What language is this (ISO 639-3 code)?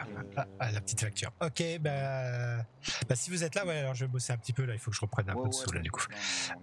fra